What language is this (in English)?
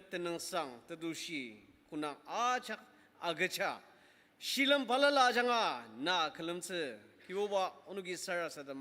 Ao Naga